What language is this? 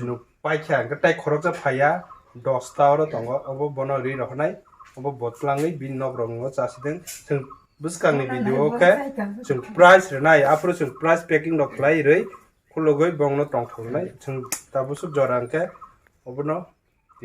Kok Borok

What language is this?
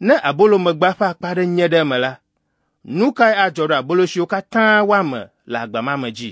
Ewe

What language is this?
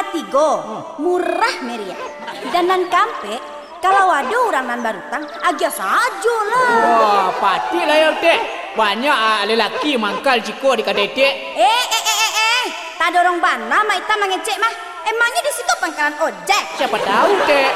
Minangkabau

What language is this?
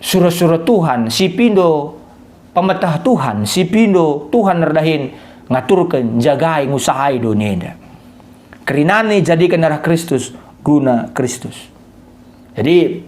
Batak Karo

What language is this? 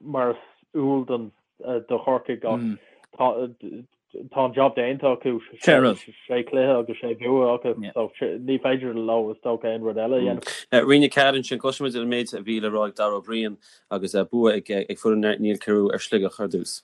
Irish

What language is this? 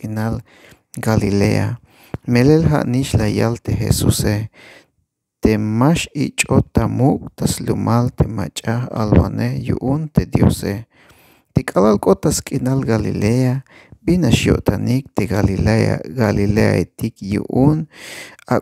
Tzeltal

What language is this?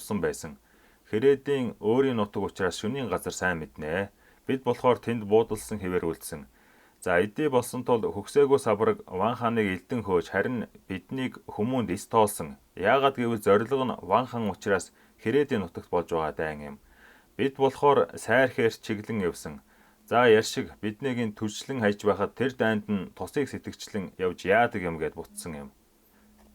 Mongolian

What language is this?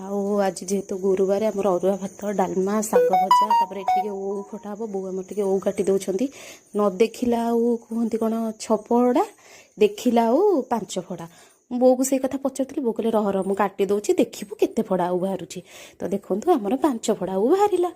Odia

